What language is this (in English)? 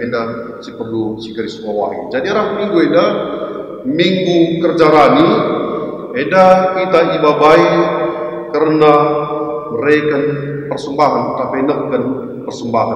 Batak Karo